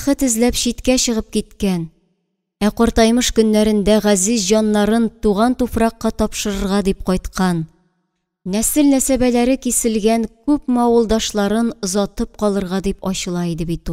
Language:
Tatar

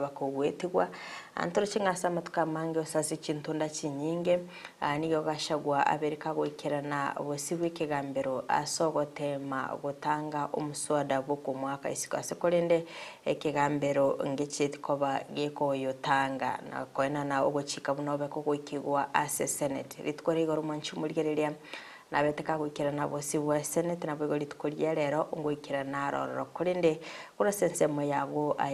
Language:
Gusii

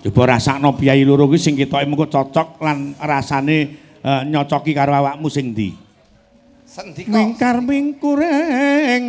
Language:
Javanese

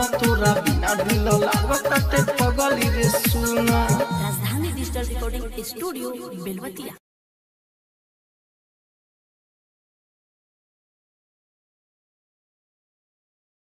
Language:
Bhojpuri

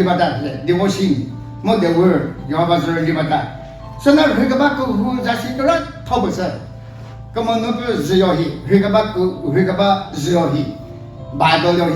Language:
Chokri Naga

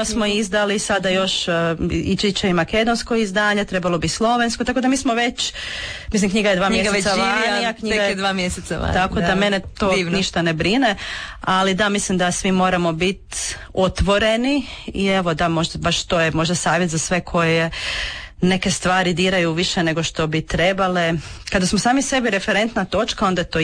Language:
Croatian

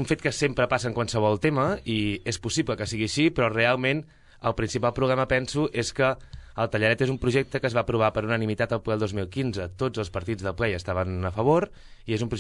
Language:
Catalan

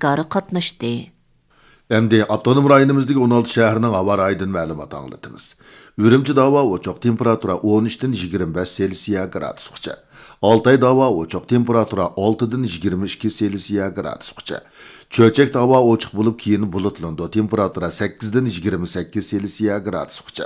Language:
Uyghur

